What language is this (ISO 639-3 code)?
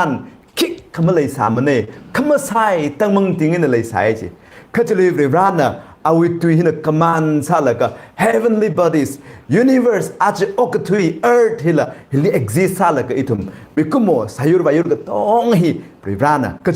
nmf